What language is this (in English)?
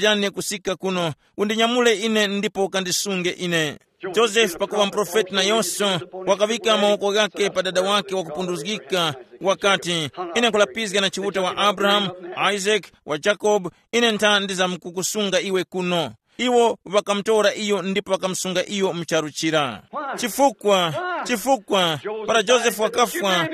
Tumbuka